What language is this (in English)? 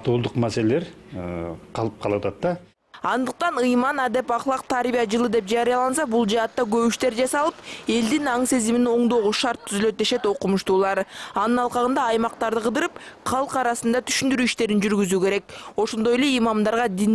Kyrgyz